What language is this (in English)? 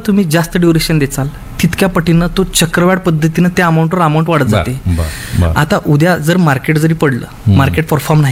Marathi